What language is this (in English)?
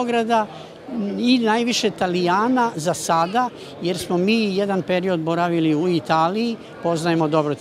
Serbian